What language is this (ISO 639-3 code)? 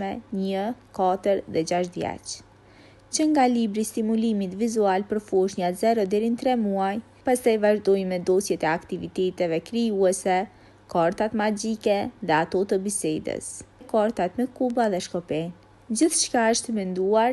sqi